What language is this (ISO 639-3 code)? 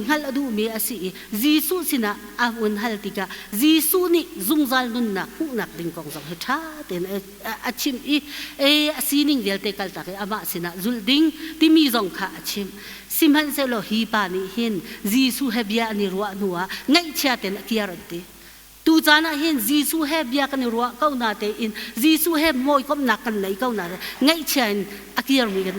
cnh